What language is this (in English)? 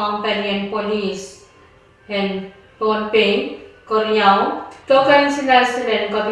Pohnpeian